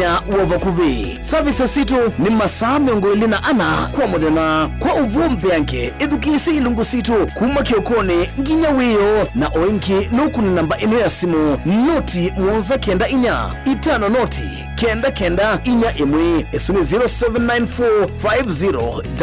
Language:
Kamba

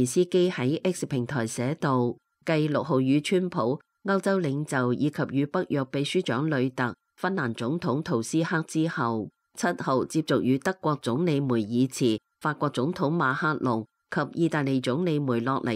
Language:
Cantonese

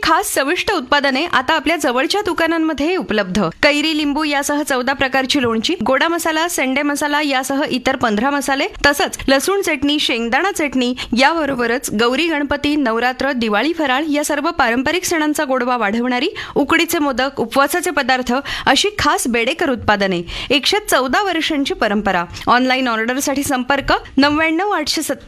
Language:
Marathi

